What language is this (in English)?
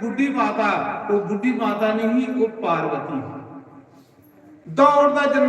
Dogri